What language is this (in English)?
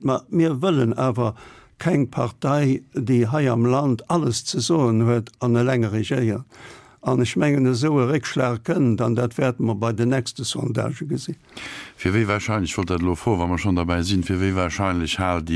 Luxembourgish